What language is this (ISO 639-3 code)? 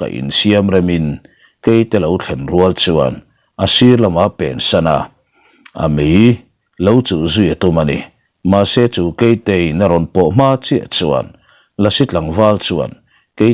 lus